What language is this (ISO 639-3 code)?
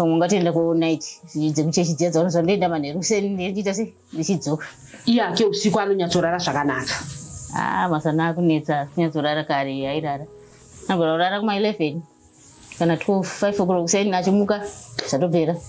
sna